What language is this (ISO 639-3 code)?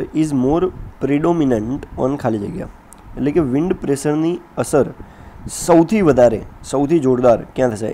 guj